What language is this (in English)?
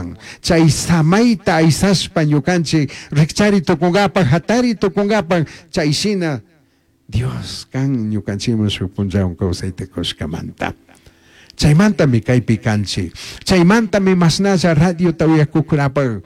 Chimborazo Highland Quichua